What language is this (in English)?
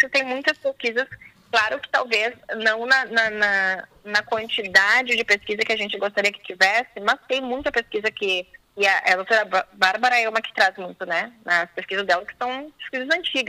Portuguese